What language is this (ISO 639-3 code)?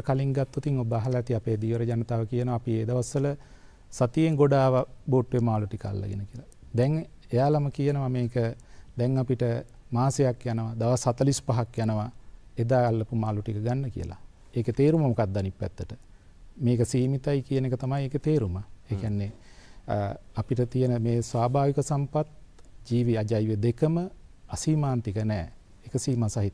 sin